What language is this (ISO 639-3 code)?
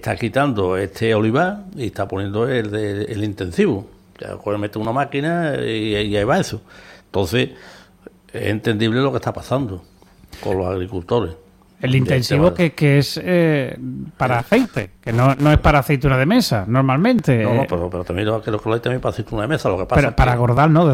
spa